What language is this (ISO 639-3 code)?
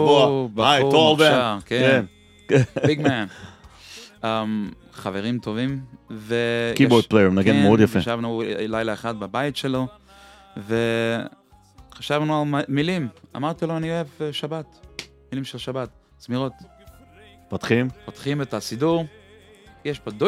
heb